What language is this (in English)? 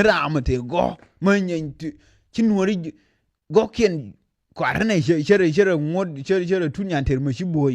Nuer